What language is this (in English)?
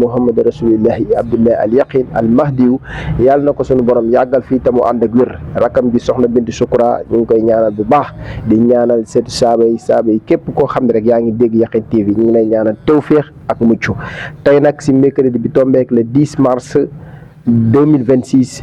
Wolof